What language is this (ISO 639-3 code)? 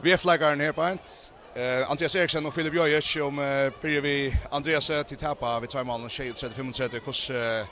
fao